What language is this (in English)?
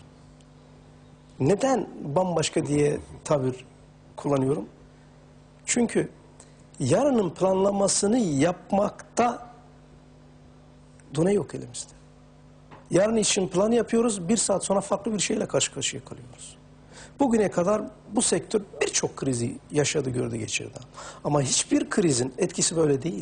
Turkish